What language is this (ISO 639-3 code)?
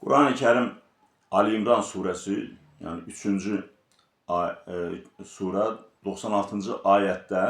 aze